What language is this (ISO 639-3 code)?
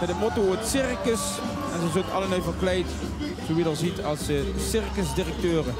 lim